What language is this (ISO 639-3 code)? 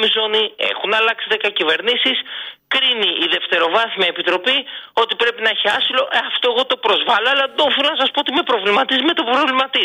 ell